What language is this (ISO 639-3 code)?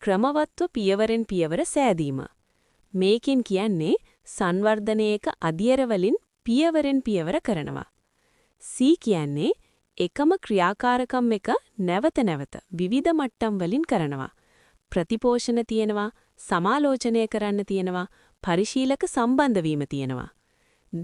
sin